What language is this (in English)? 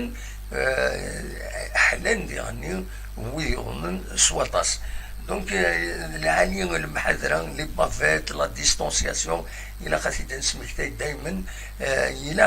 Kabyle